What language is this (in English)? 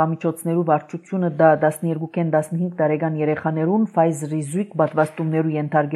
Armenian